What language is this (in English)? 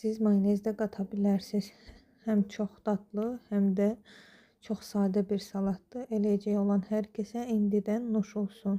Azerbaijani